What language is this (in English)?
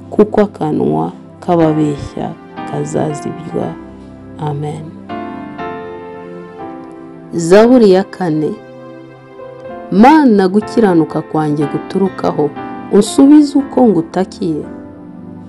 Kinyarwanda